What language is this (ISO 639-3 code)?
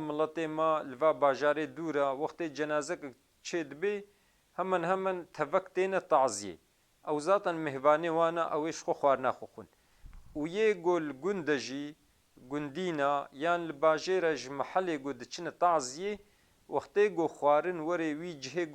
kur